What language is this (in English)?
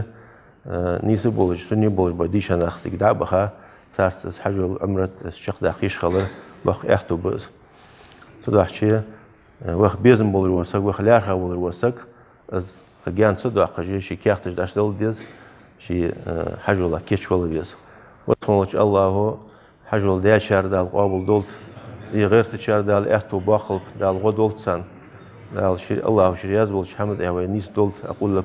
Ingush